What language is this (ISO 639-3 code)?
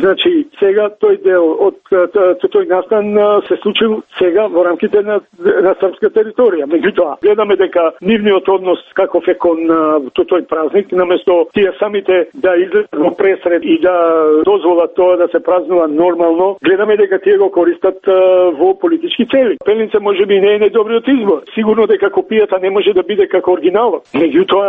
mkd